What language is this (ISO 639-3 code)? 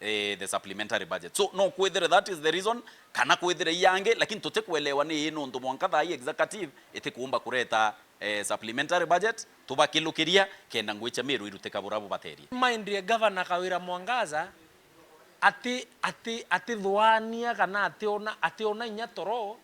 mer